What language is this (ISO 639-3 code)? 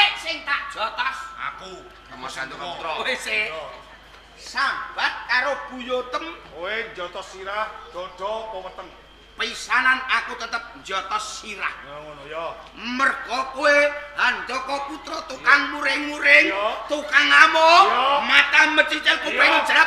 jav